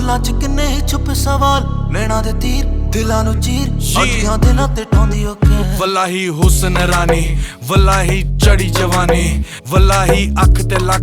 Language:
Punjabi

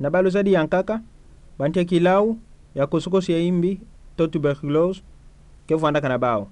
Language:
Kituba (Democratic Republic of Congo)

